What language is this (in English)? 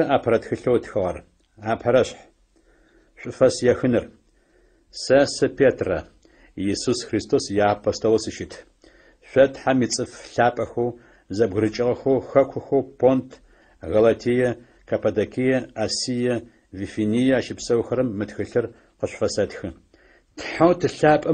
Adyghe